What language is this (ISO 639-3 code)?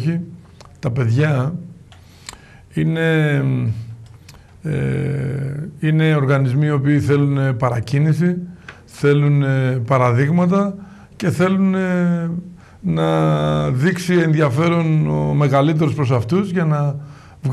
ell